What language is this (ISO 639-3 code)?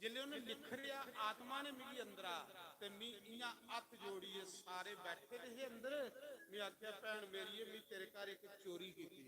doi